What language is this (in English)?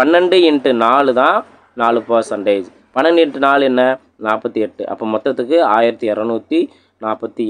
Tamil